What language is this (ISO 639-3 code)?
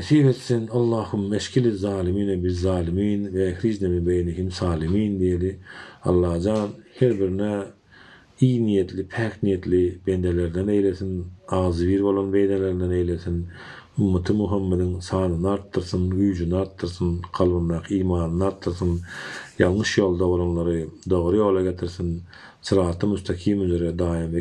tuk